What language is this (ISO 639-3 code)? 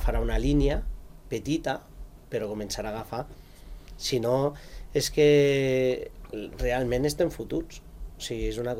cat